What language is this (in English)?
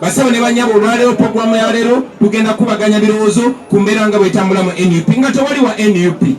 Ganda